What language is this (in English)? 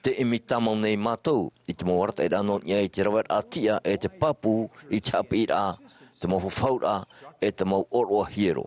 Tahitian